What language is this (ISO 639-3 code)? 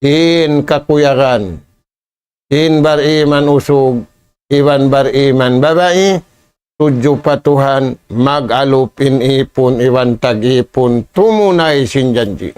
tsg